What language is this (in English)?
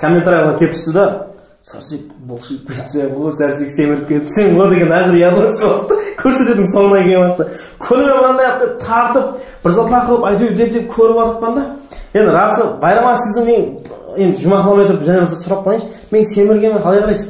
Kara-Kalpak